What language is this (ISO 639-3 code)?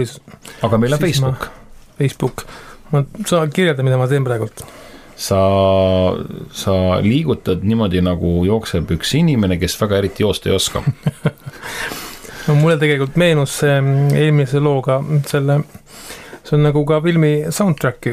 est